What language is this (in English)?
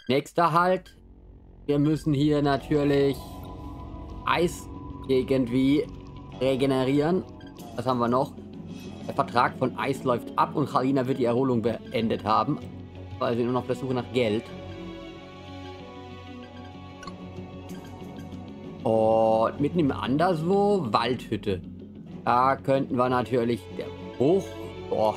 German